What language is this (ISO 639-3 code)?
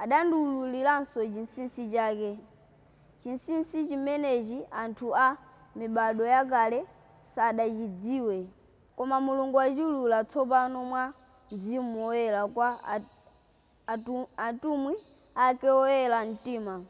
nya